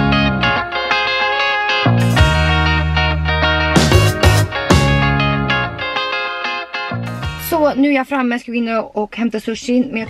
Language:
Swedish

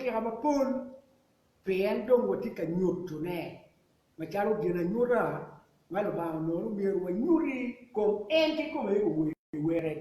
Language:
Acoli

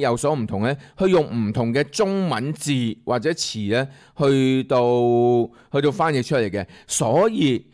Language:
Cantonese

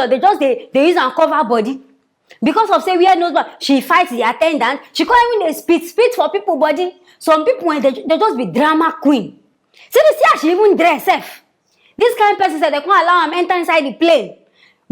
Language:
Nigerian Pidgin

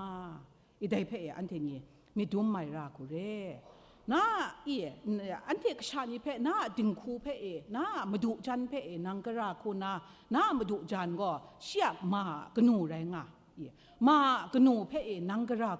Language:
Kachin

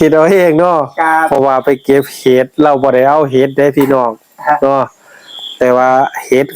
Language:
Northeastern Thai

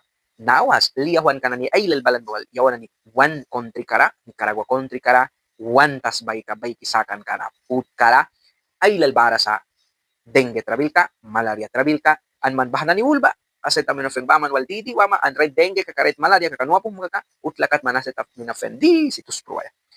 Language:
Mískito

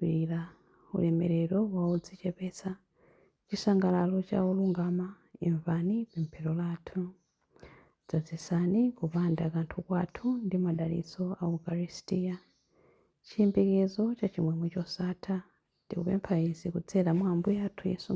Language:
Nyanja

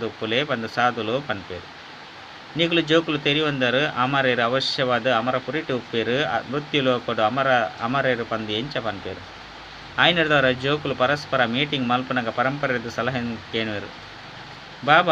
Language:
Tulu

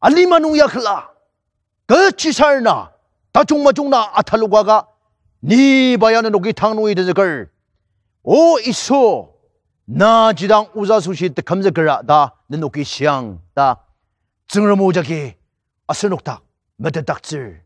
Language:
Ao Naga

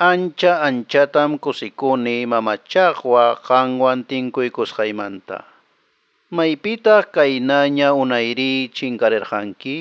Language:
Quechua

